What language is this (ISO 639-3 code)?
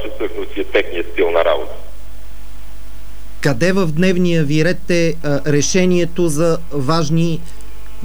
bul